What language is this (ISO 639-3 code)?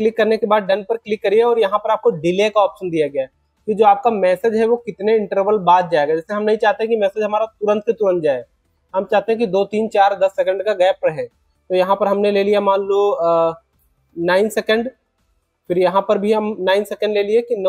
hin